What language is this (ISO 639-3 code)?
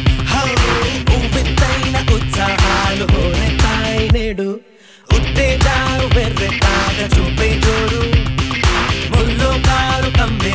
tel